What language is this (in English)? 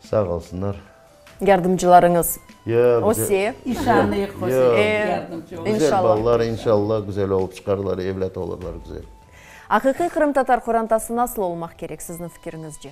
Crimean Tatar